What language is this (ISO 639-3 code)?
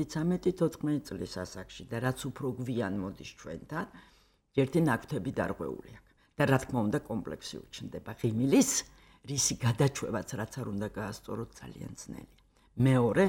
kat